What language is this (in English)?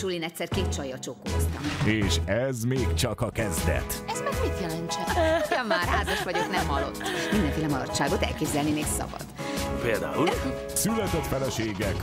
Hungarian